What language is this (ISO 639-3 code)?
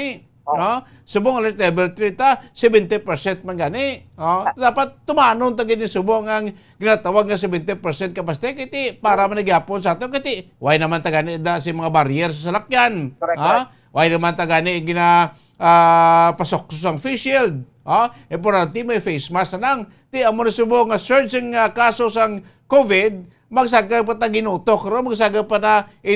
hil